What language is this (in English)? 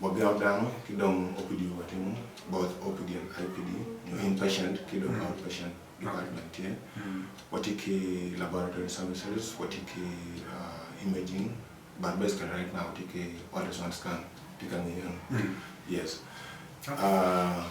Acoli